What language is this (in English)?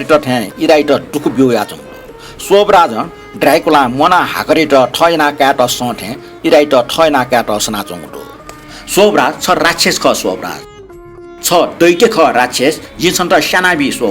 Newari